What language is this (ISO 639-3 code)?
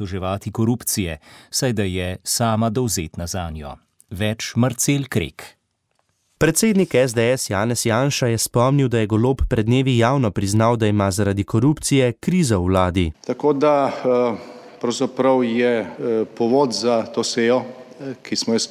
slv